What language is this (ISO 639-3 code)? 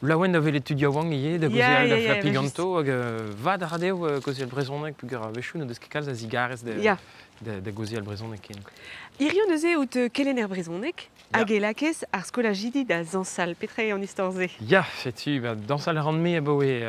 bre